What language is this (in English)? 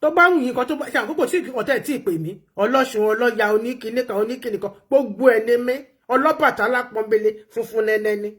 Yoruba